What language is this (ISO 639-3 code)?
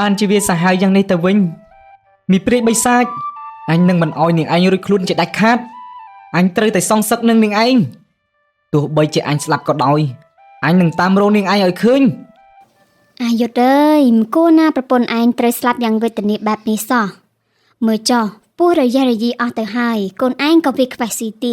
khm